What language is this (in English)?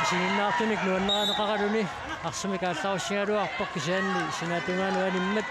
Kalaallisut